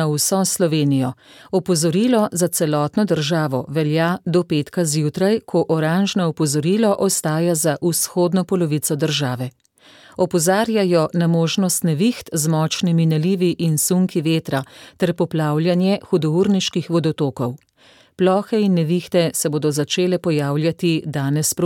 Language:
Slovenian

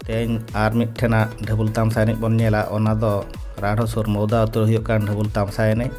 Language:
Santali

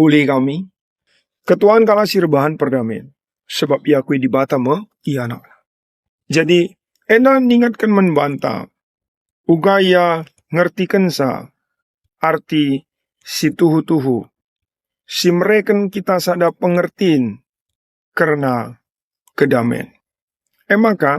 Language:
Batak Karo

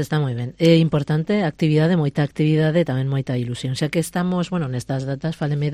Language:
Galician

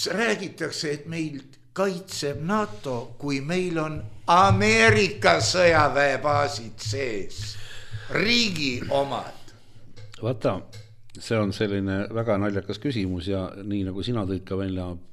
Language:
Estonian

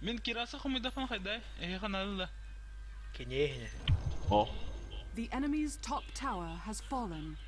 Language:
Yakut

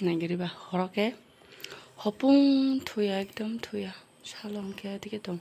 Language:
Kok Borok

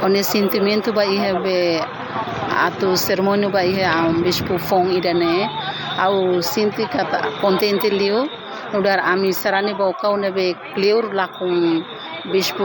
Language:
Tetum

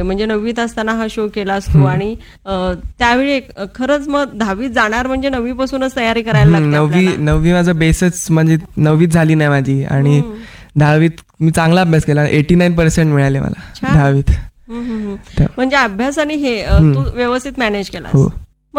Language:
Marathi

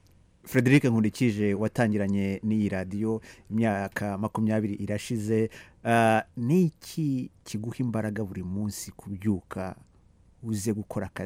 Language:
Kinyarwanda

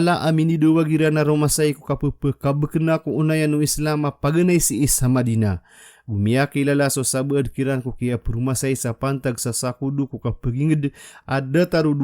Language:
Maranao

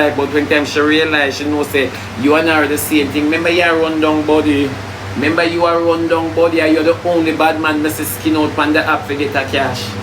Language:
Jamaican Creole English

